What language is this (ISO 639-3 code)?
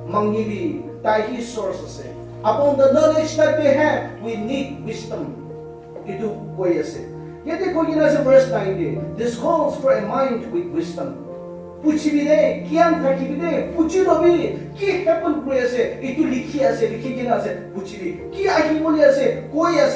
nag